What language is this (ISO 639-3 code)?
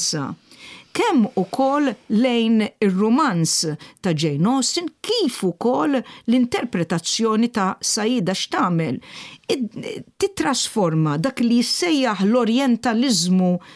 mlt